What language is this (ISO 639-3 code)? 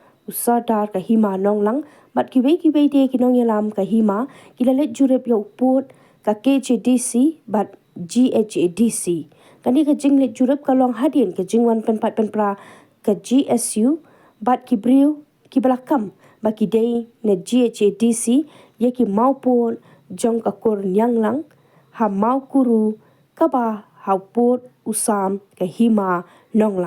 kha